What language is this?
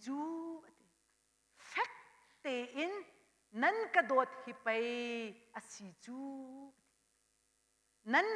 Hakha Chin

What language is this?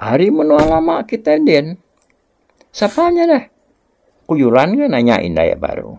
Iban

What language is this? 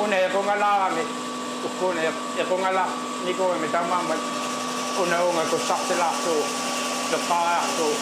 Kalaallisut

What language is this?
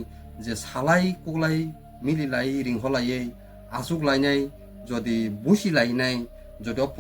Kok Borok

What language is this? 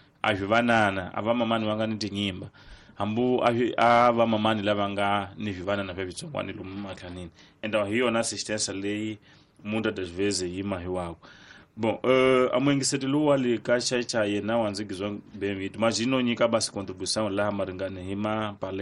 Tsonga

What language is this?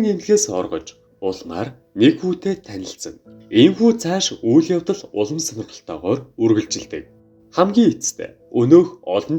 Mongolian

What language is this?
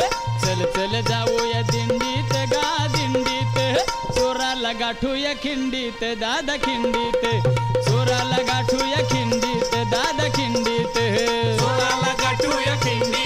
Marathi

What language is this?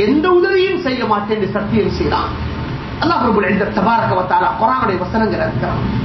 Tamil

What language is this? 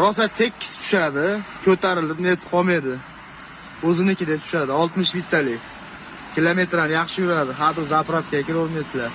Uzbek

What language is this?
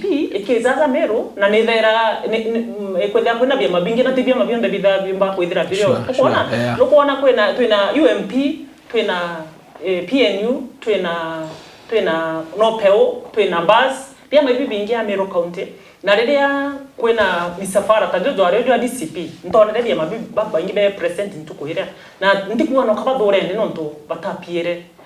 Meru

